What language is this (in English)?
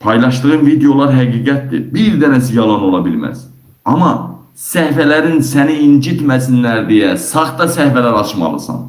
Azerbaijani